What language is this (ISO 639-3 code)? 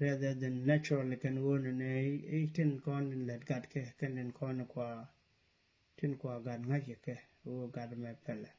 nus